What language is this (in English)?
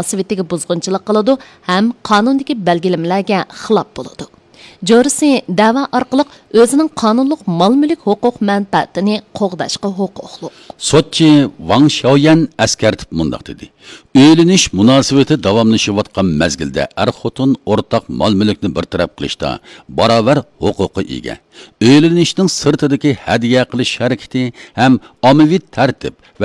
Uyghur